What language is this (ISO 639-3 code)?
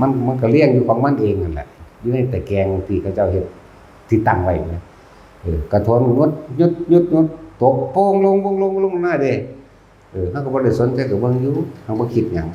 tts